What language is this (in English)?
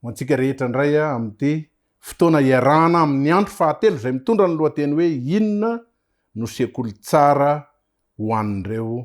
Malagasy